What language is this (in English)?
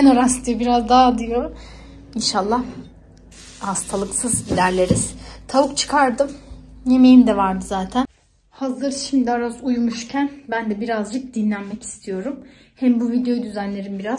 Turkish